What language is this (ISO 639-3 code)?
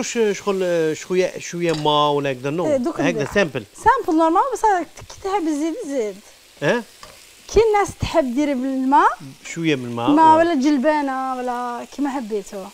arq